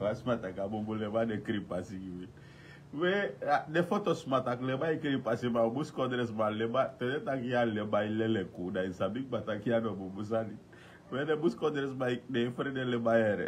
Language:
Sranan Tongo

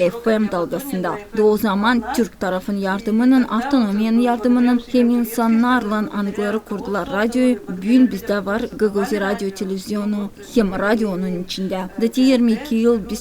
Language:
Gagauz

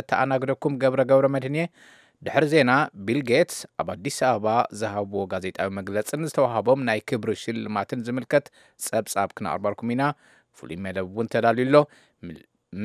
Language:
Tigrinya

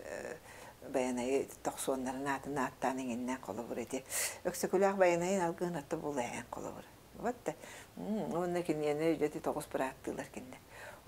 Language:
Yakut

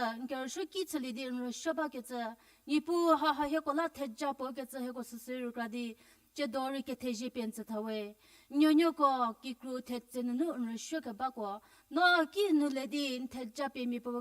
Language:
Angami Naga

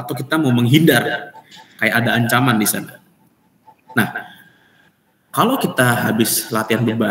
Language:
Indonesian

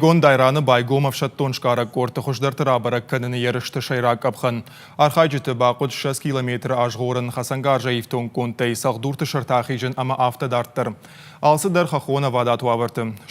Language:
Ossetic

